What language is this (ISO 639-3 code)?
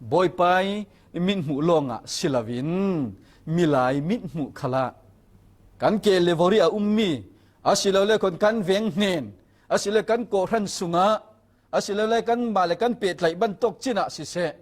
cfm